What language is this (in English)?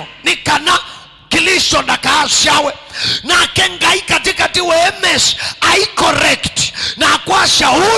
Kamba